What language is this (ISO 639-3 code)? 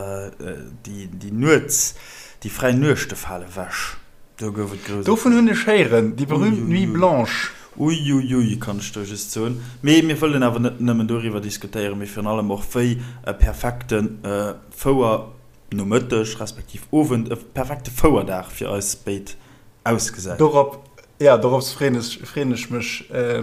ltz